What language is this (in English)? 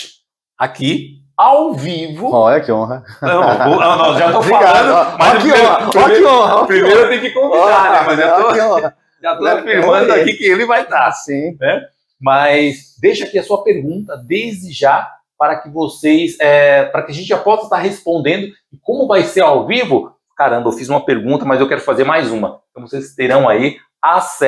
Portuguese